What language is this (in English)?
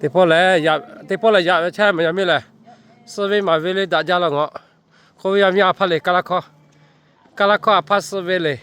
Lahu